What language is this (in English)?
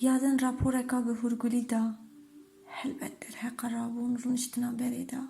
Kurdish